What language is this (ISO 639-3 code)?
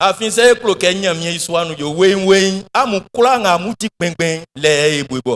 bci